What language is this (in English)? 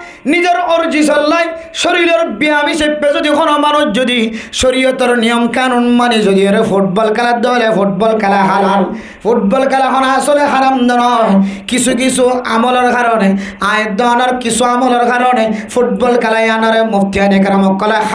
Rohingya